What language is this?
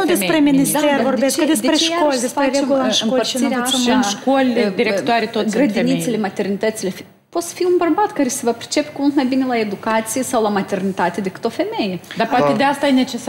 Romanian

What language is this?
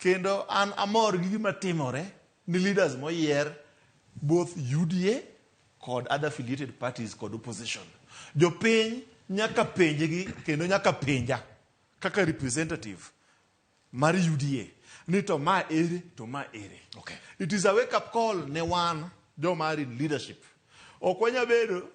Luo (Kenya and Tanzania)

